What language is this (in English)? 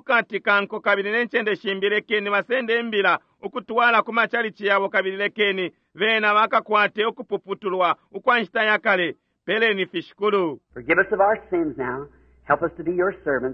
Bemba